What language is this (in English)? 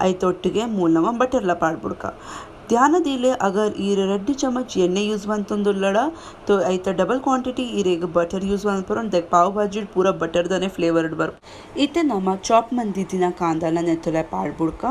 Tulu